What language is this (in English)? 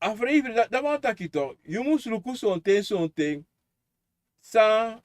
Sranan Tongo